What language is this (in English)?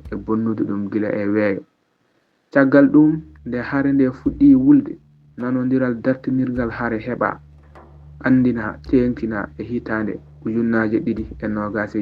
Fula